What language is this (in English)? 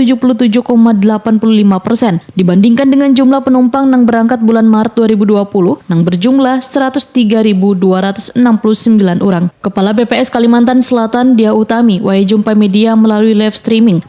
Banjar